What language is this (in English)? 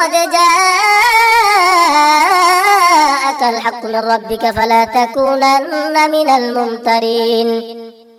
Arabic